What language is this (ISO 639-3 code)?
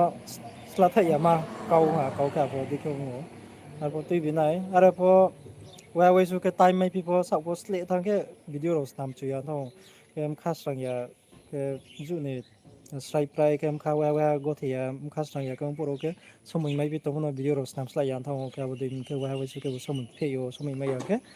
ria